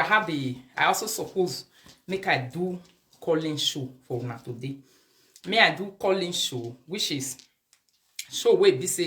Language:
Nigerian Pidgin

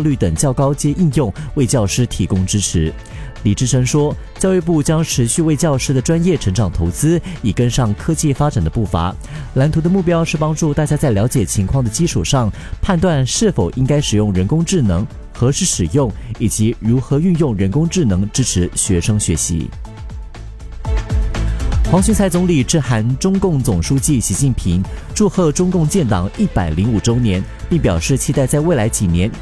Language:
Chinese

